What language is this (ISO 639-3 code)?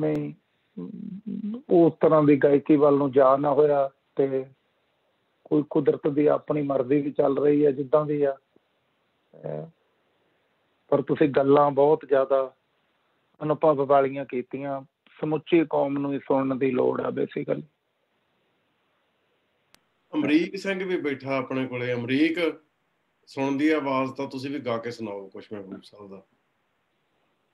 pan